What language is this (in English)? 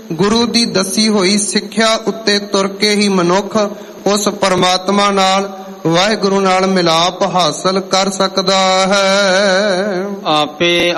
Punjabi